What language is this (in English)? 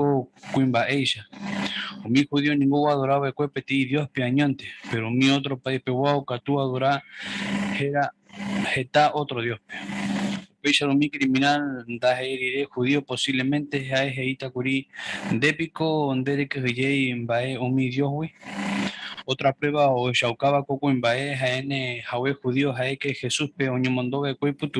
Guarani